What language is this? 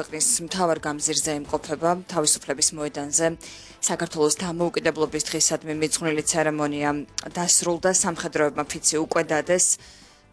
Georgian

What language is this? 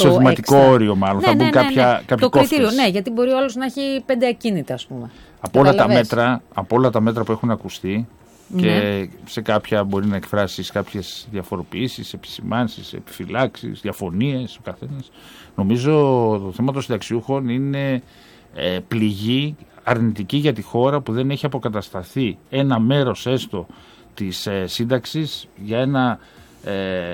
Greek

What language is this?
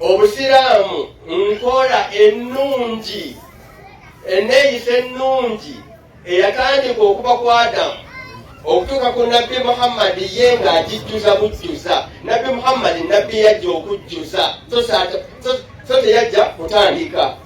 Ganda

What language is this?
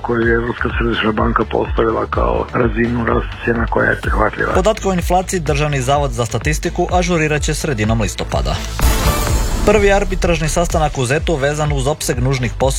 Croatian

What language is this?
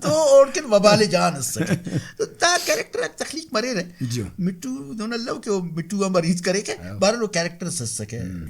Brahui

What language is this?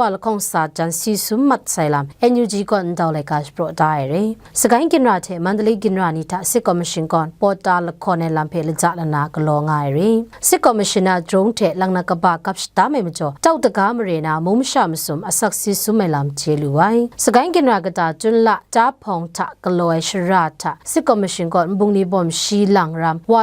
Kachin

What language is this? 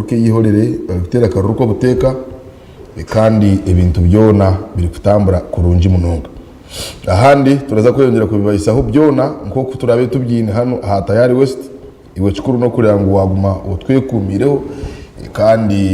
Nyankole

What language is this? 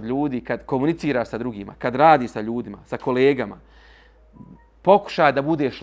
Bosnian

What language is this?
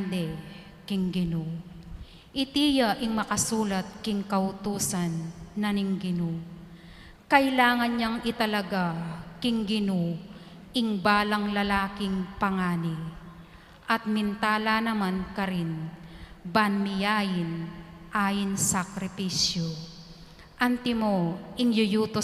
Pampanga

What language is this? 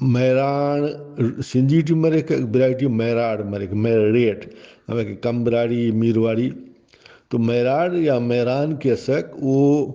Brahui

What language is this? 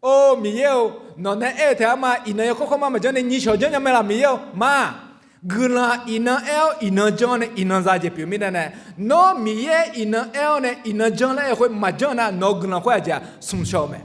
Akha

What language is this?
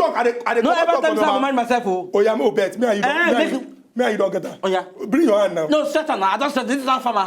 Nigerian Pidgin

